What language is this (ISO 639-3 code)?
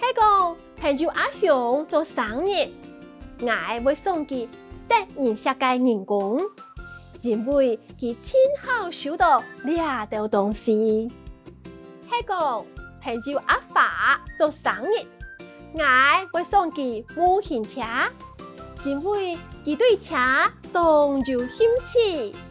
hak